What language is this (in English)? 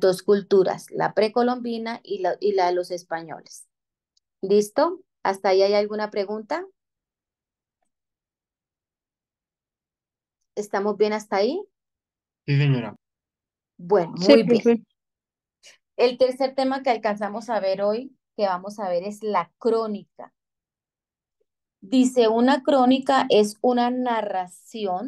Spanish